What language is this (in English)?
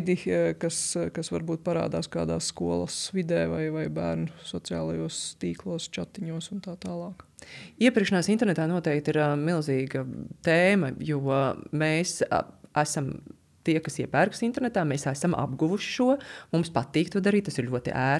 Latvian